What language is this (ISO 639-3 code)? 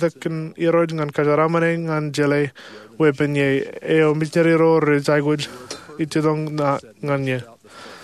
mah